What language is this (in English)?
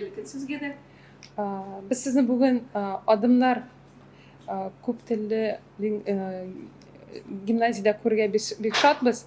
Tatar